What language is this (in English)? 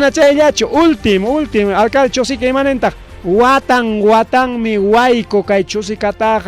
Ayacucho Quechua